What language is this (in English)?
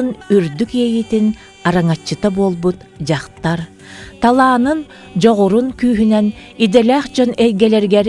Yakut